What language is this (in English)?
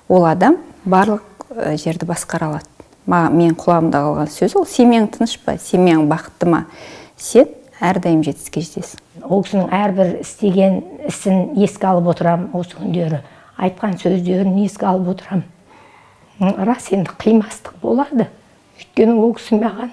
Kazakh